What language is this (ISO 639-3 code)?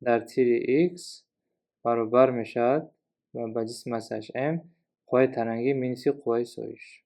tgk